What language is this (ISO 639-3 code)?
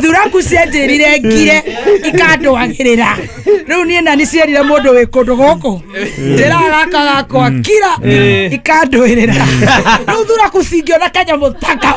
kik